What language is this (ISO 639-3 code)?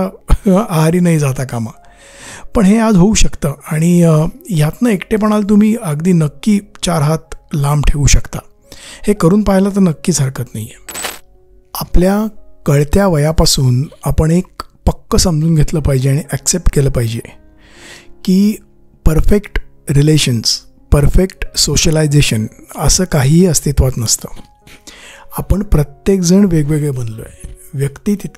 mar